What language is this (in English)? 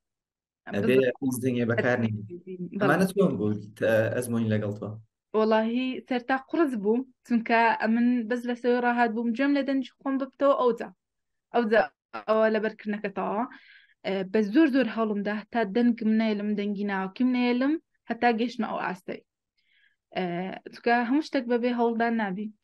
Central Kurdish